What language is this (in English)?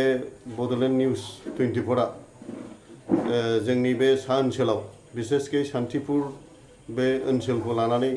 Bodo